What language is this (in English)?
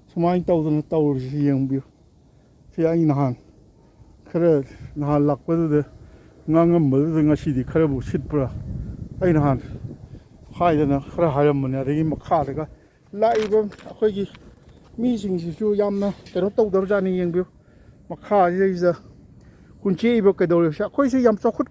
Manipuri